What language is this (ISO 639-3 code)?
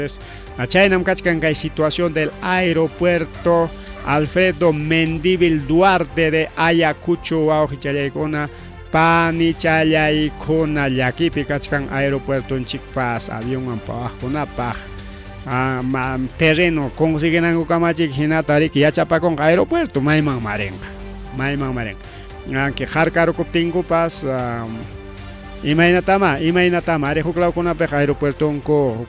quy